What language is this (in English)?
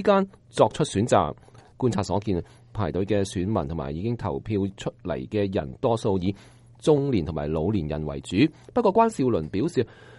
Cantonese